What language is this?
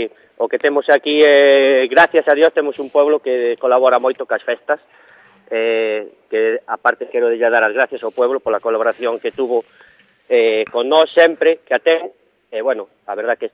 Galician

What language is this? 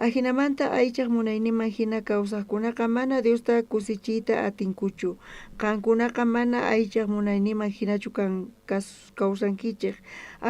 South Bolivian Quechua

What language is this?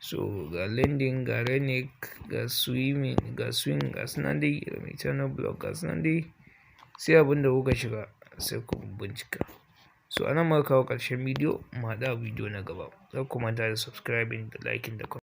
Hausa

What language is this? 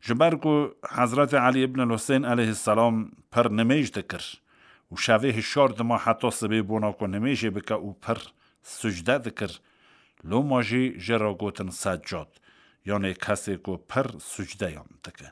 Kurdish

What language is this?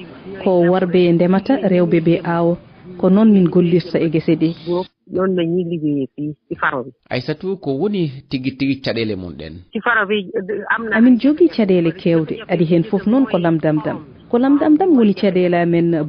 Fula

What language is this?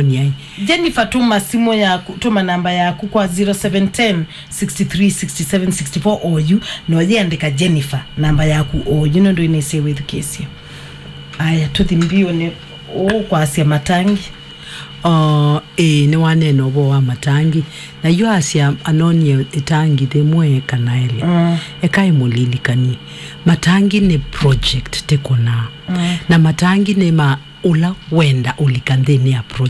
Kamba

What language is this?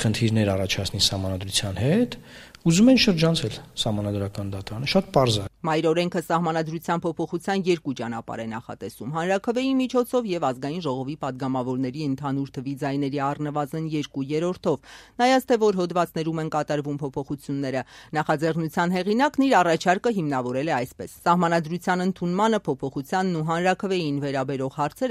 Armenian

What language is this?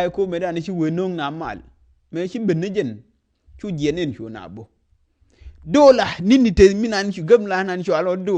Nuer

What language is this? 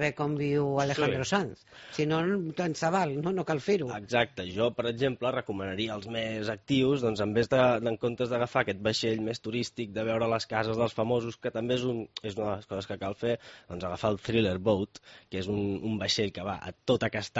Catalan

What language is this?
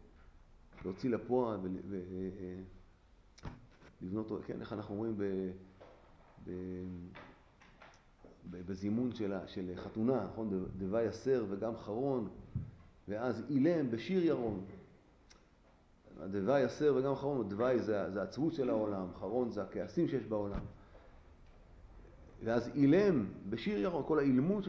Hebrew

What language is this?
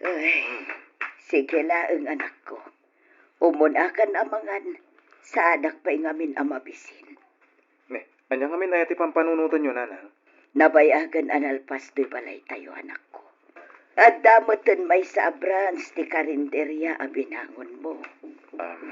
Iloko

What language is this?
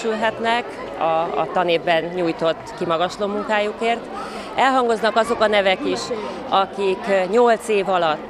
Hungarian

